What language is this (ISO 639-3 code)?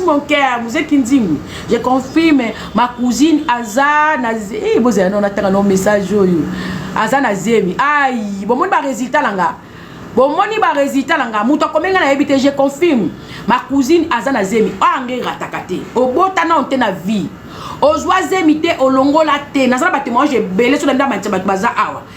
lin